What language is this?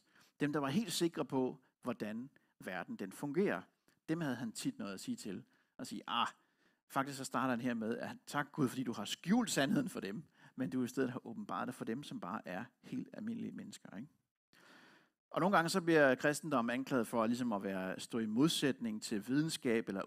Danish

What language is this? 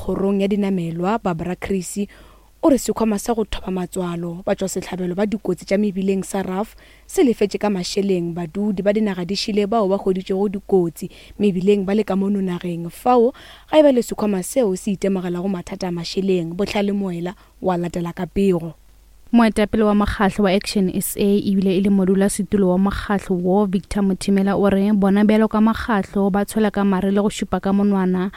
Northern Sotho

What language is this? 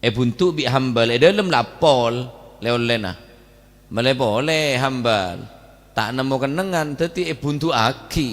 Madurese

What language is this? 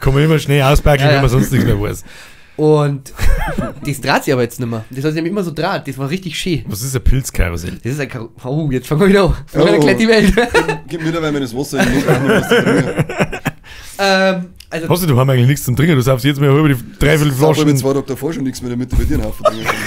Bavarian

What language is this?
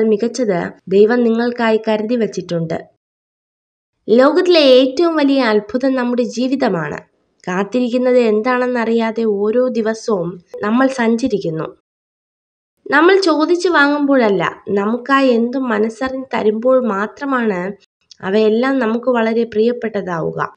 Malayalam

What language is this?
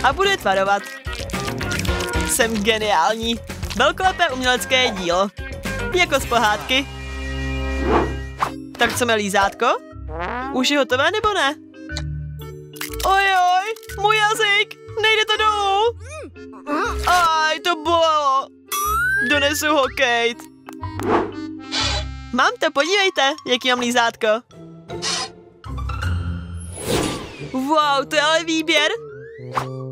Czech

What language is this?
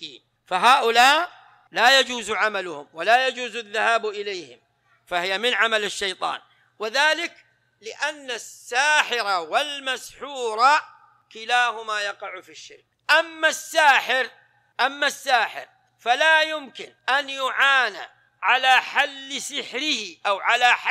Arabic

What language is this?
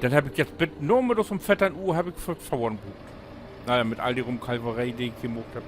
Low German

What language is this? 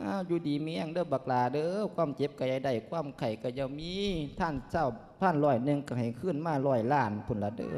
Lao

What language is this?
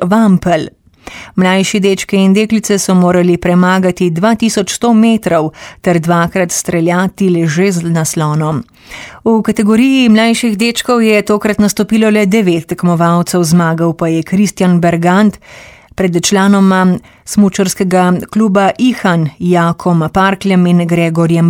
Slovenian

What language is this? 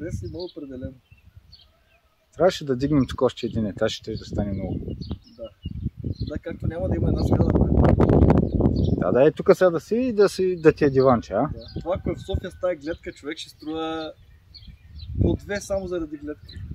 Bulgarian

